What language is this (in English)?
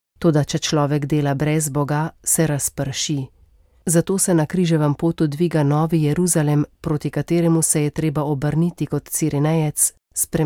Slovenian